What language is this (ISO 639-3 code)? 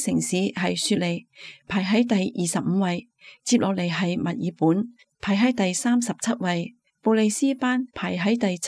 yue